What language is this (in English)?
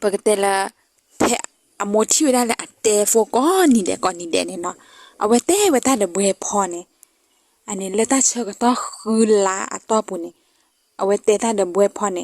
S'gaw Karen